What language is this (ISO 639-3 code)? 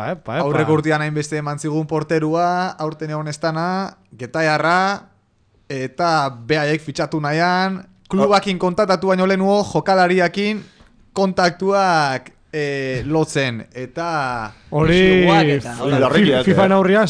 eus